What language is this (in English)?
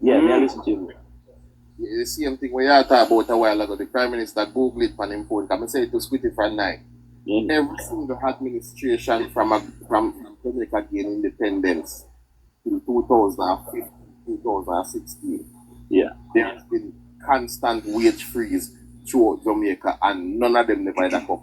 Jamaican Creole English